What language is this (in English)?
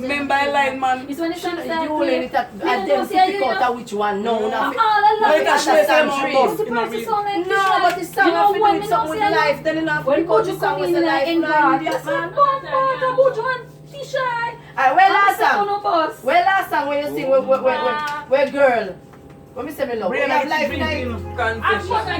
Jamaican Creole English